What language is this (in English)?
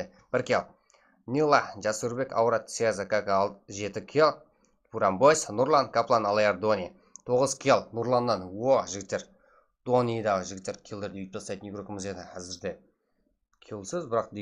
Kara-Kalpak